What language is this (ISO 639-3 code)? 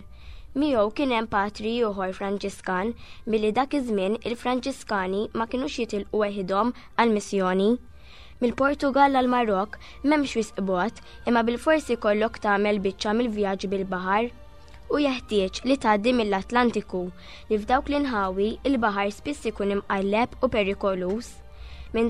mlt